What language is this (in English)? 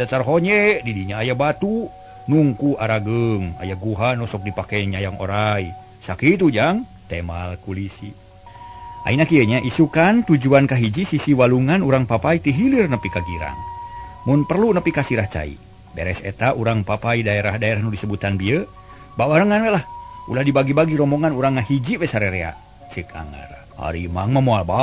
Sundanese